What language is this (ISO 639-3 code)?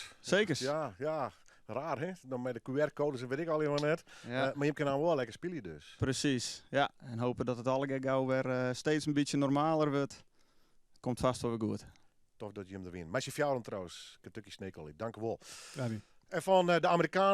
fry